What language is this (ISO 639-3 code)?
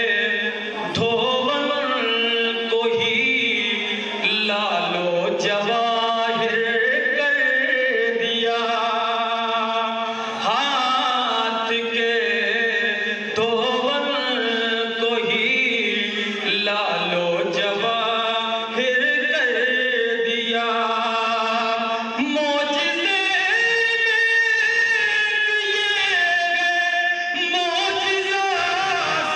urd